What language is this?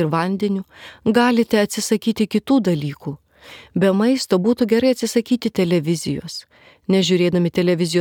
Lithuanian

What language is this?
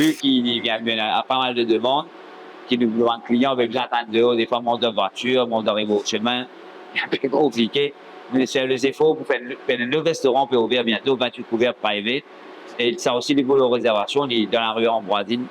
Morisyen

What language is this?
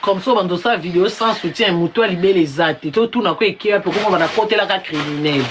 Lingala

